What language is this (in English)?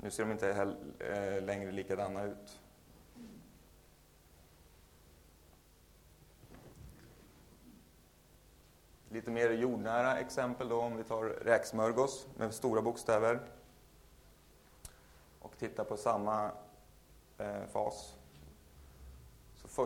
Swedish